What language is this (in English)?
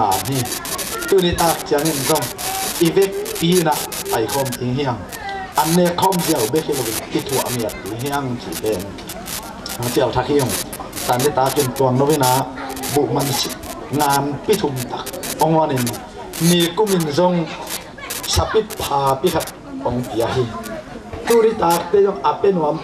Tedim Chin